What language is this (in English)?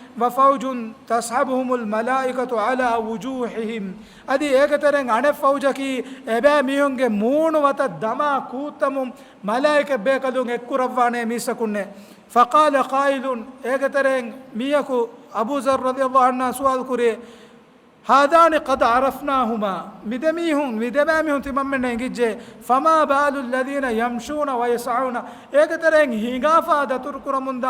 Divehi